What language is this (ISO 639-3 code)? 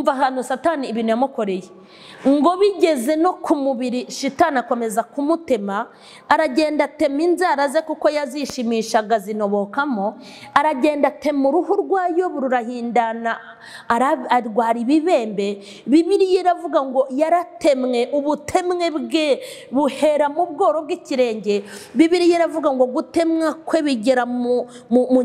kin